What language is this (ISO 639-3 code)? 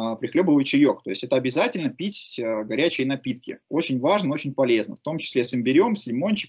rus